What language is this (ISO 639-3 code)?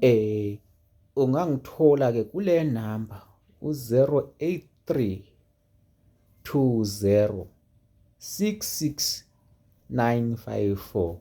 zul